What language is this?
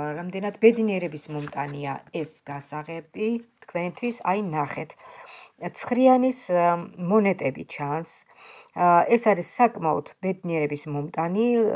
Georgian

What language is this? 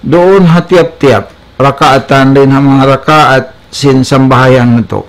Tausug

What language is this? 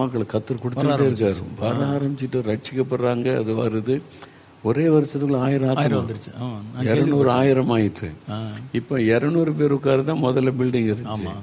Tamil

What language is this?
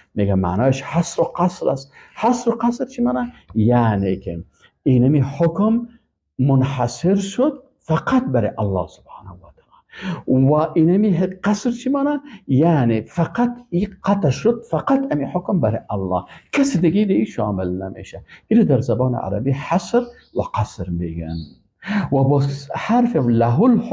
Persian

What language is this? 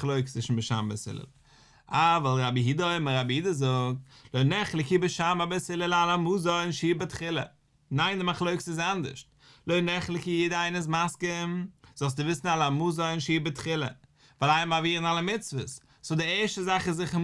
Yiddish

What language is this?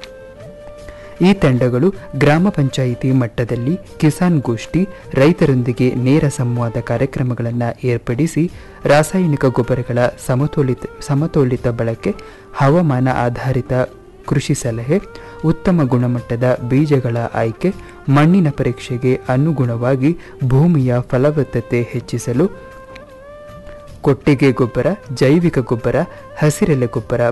Kannada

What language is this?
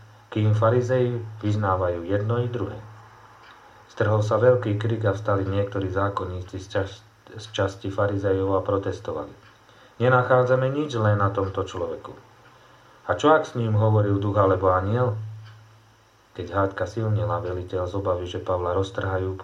Slovak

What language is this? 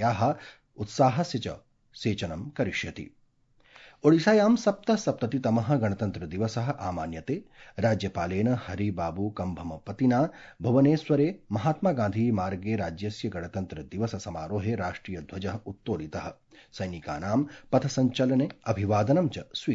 Sanskrit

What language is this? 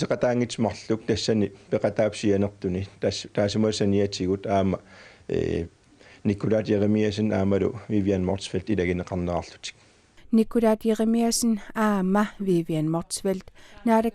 Kalaallisut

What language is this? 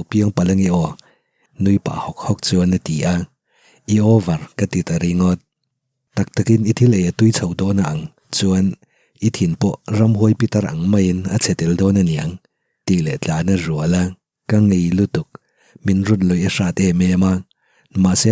Mizo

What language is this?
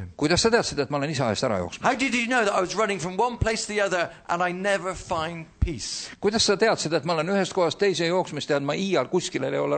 Estonian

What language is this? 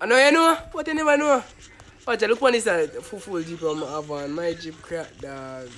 Jamaican Creole English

